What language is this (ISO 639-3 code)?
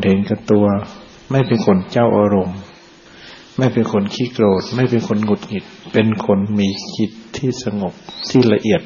tha